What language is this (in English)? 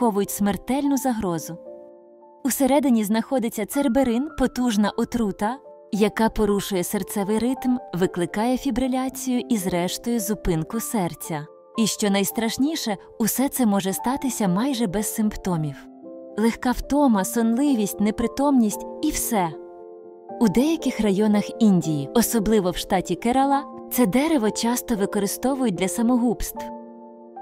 Ukrainian